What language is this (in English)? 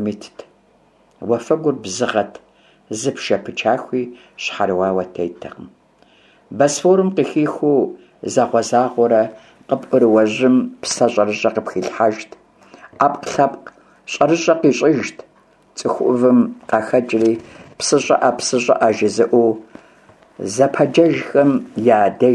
Kabardian